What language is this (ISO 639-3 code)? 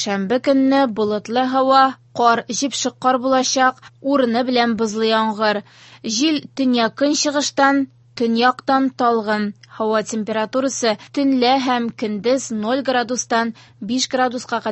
tat